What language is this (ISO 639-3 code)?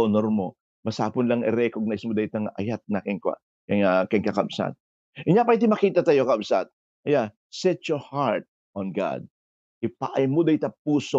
ilo